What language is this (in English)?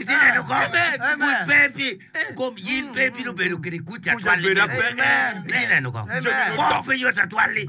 Acoli